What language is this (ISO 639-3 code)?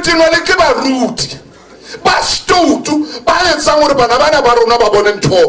sot